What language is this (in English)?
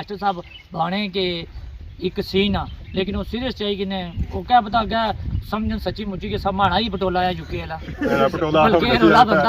Pahari-Potwari